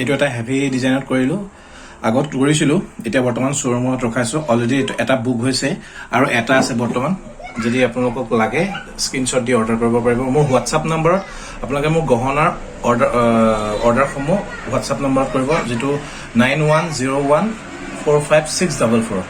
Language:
Assamese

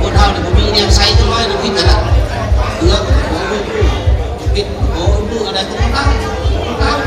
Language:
Lao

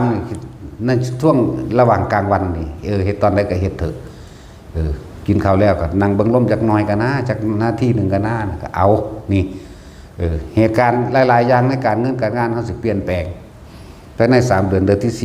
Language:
Northeastern Thai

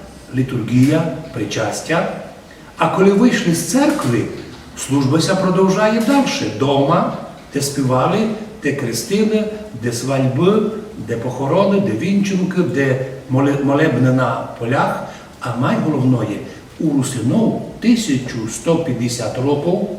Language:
Rusyn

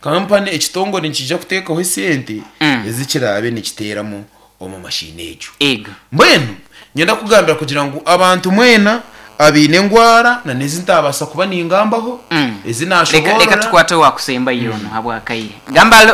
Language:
Nyankole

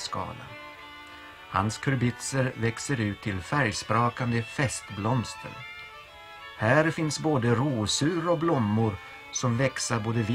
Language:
Swedish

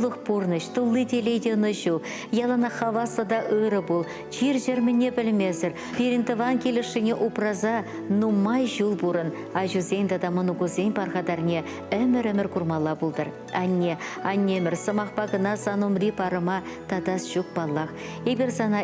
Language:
Chuvash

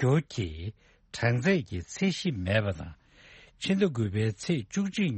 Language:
Tibetan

